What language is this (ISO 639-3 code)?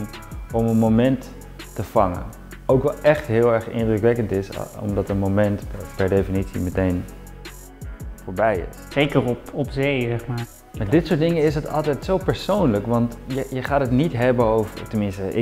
nld